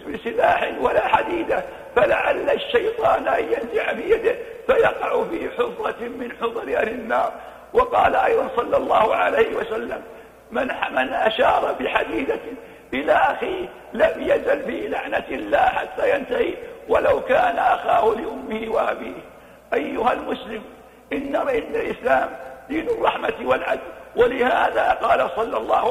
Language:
Arabic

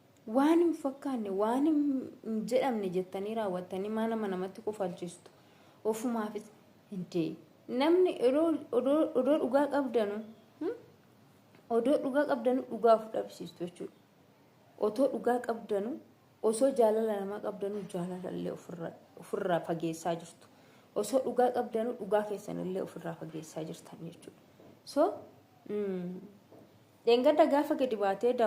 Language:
Oromo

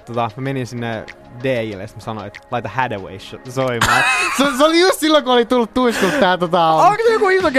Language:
Finnish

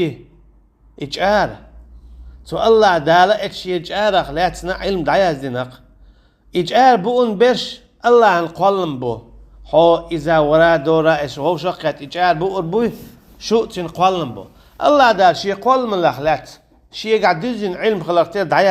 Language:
Chechen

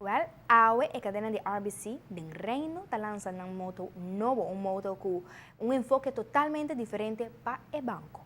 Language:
Papiamento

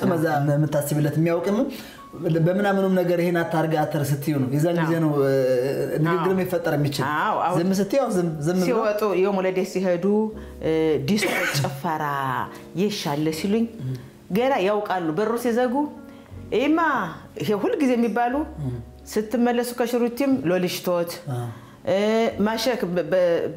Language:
Amharic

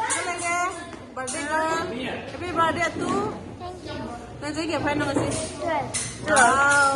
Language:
Manipuri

